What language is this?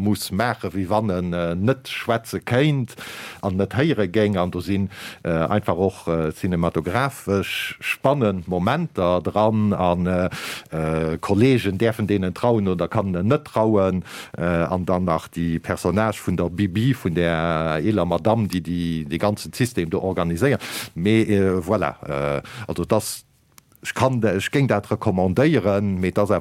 Luxembourgish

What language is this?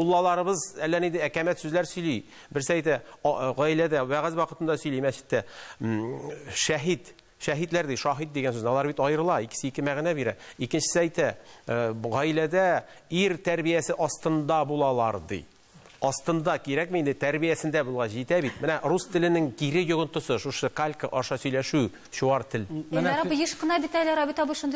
Tatar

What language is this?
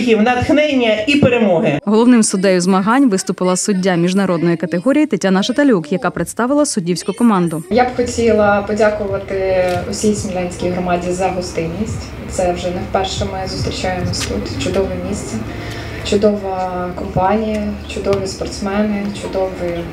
Ukrainian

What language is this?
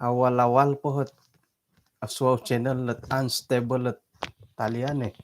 Central Dusun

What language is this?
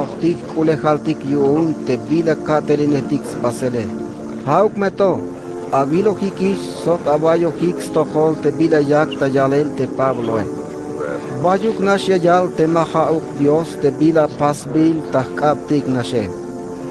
Tzeltal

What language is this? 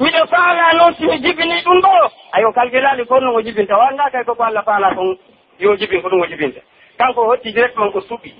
Pular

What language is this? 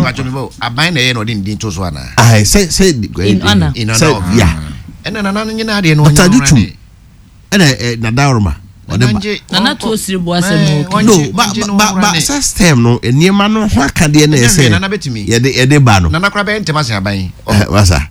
Akan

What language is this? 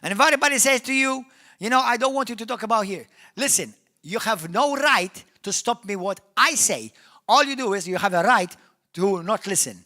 English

